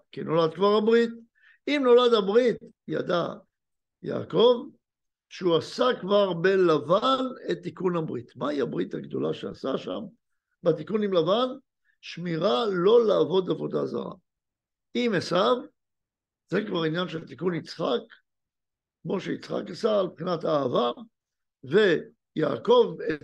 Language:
Hebrew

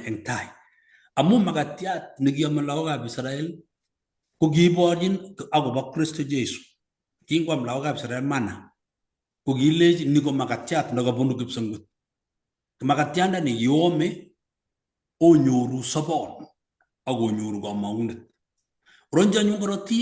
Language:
Kalenjin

